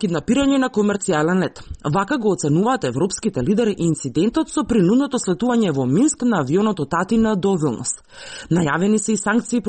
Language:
Macedonian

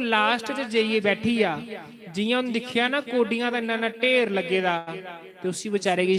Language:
Dogri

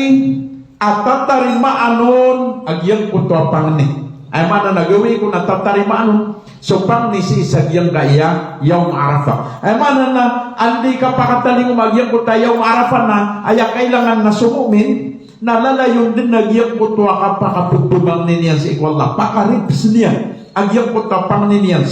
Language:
Maranao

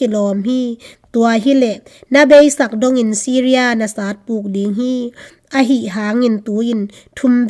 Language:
Tedim Chin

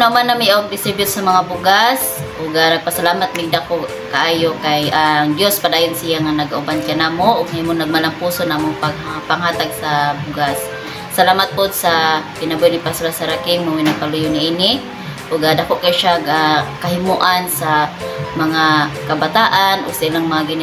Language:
Cebuano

